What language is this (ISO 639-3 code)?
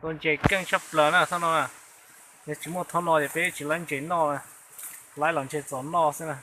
hmn